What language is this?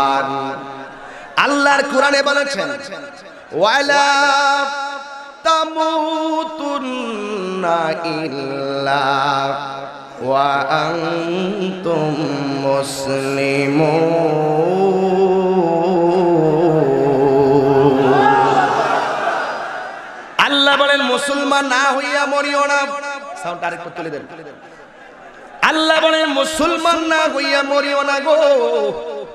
Bangla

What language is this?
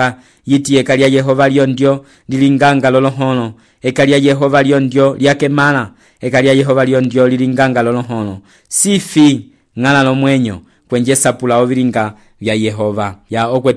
Umbundu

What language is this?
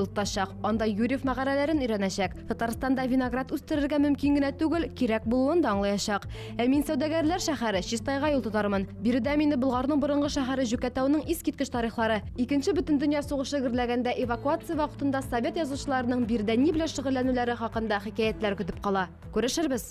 Tatar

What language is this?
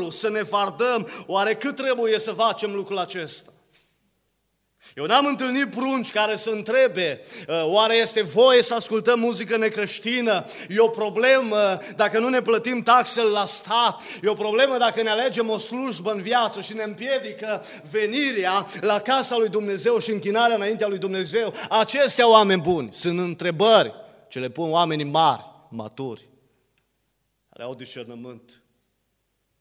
Romanian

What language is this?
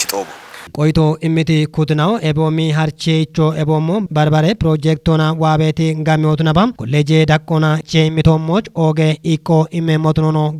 Kafa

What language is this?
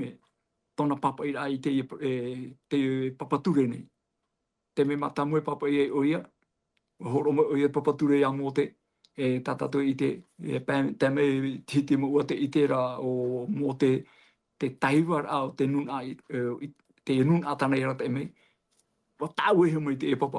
Tahitian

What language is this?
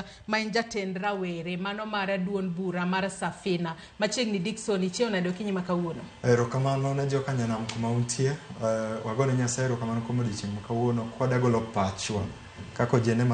Luo (Kenya and Tanzania)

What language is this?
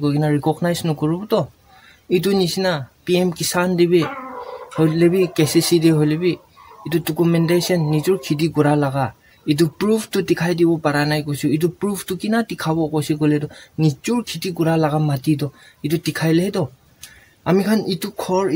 Naga Pidgin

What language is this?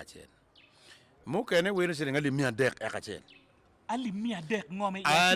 Acoli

